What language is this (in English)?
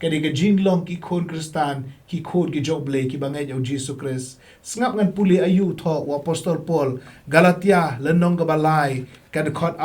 Khasi